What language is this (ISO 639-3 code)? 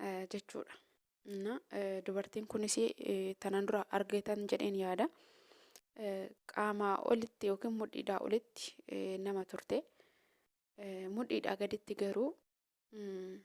orm